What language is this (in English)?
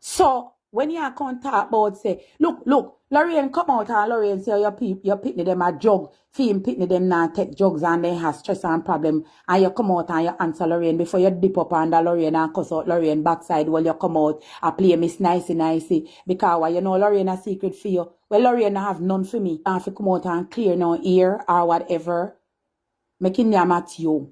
Jamaican Creole English